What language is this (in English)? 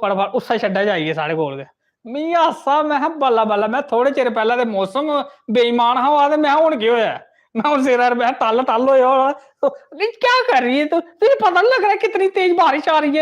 Dogri